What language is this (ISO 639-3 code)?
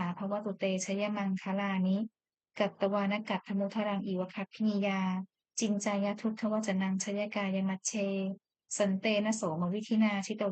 pli